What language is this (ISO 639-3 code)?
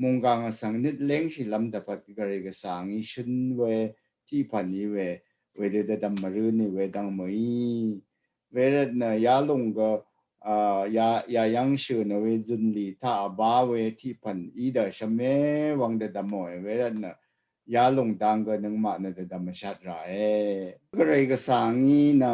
raw